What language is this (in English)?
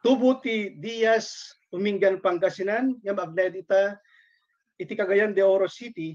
Iloko